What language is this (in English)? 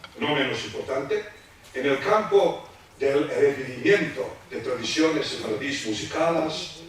Ladino